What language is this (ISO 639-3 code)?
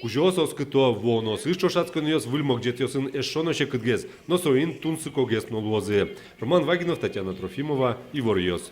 udm